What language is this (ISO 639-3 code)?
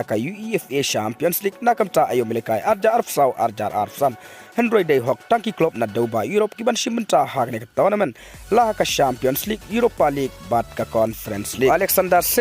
kha